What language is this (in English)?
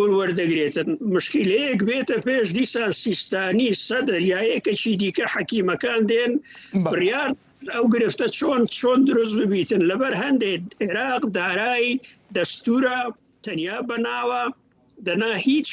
Central Kurdish